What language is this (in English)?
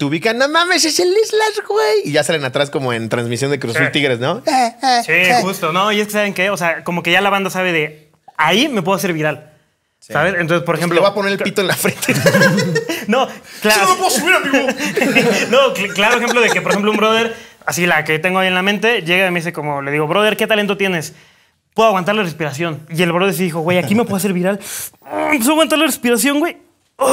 Spanish